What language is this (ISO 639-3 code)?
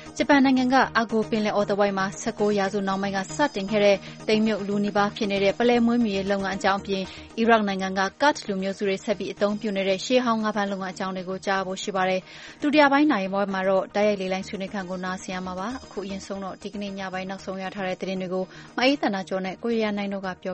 mya